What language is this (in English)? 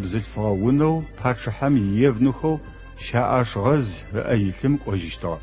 Adyghe